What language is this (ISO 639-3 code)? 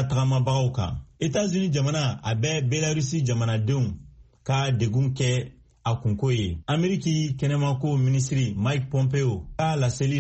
bam